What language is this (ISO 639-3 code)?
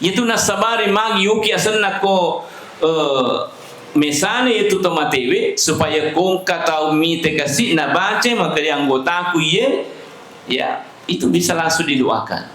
bug